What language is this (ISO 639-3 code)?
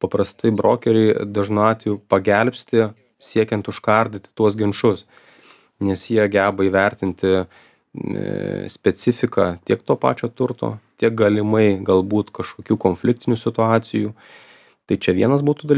lit